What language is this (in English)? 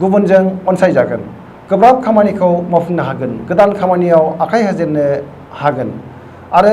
Bodo